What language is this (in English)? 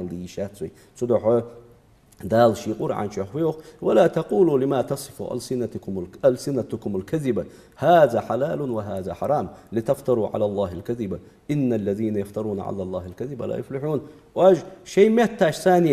Ingush